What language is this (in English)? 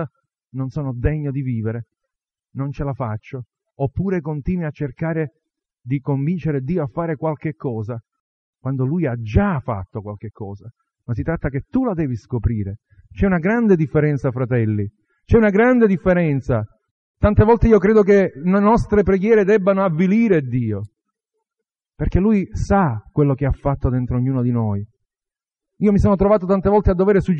Italian